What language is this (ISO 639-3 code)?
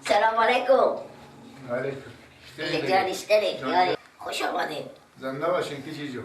fas